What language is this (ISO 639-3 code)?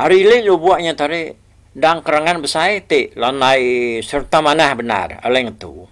iba